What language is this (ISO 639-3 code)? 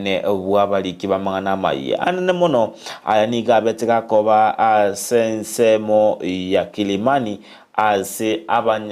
guz